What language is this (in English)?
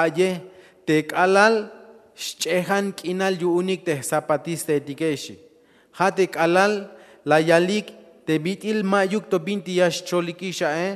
Tzeltal